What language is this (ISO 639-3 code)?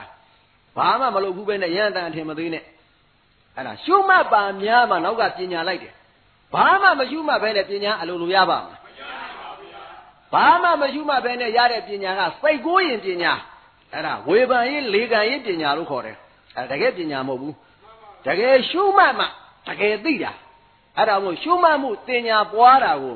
mya